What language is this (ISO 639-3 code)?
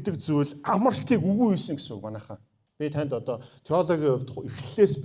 mon